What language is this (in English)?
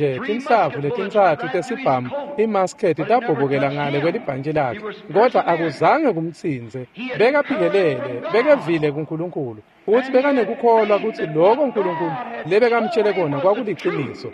Swati